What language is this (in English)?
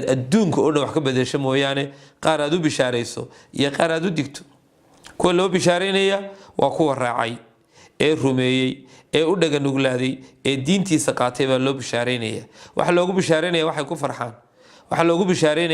Somali